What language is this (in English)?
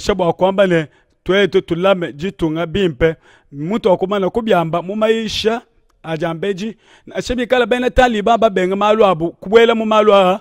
Luba-Lulua